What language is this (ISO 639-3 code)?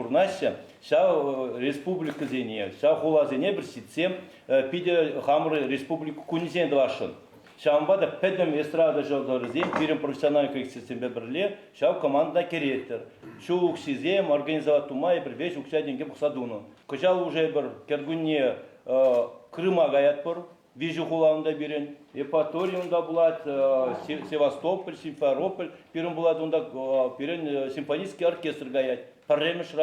chv